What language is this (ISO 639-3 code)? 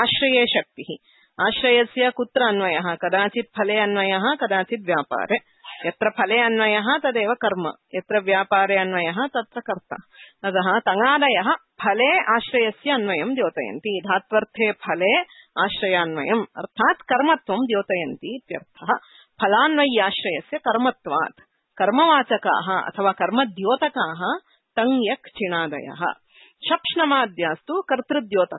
san